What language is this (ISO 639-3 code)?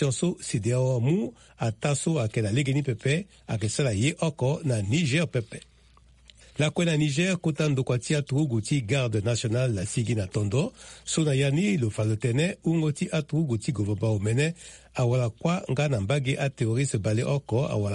sag